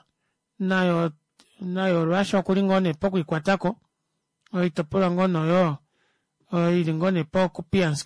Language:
Kuanyama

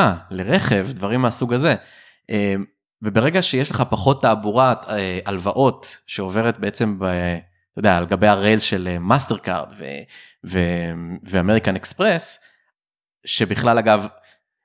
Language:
Hebrew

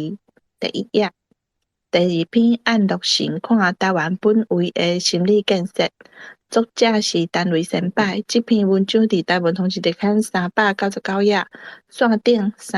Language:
Min Nan Chinese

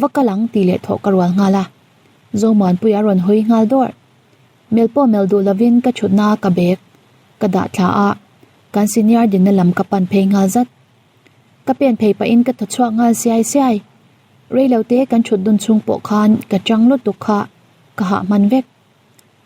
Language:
Mizo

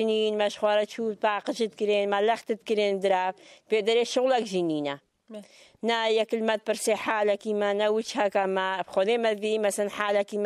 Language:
Kurdish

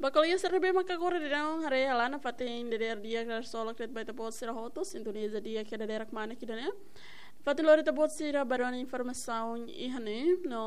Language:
Tetum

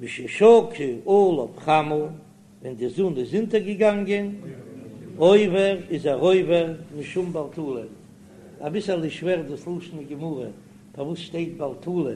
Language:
Yiddish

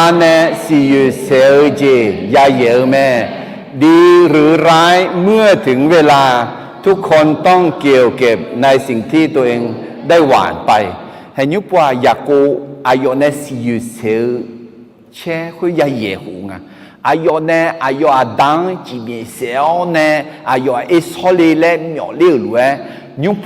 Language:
Akha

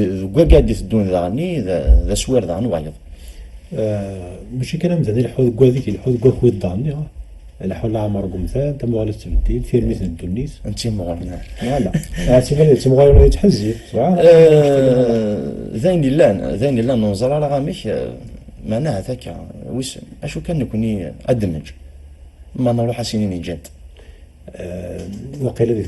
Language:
Kabyle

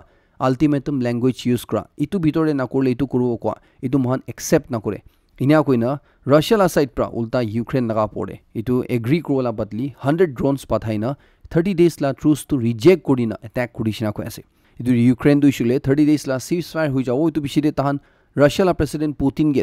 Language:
Naga Pidgin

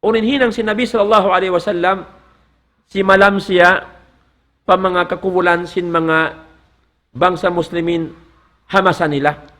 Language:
Tausug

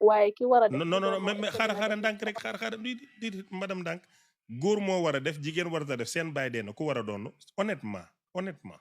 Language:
Wolof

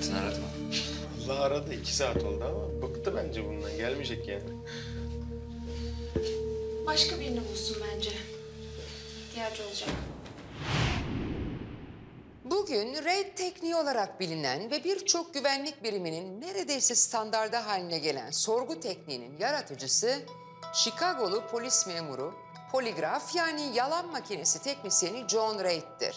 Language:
Turkish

